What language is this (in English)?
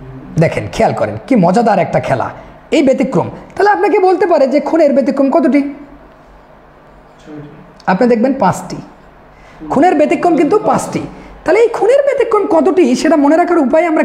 Bangla